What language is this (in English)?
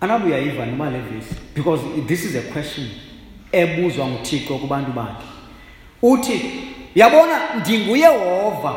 Xhosa